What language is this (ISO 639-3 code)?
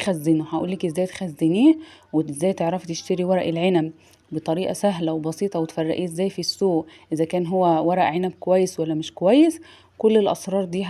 arz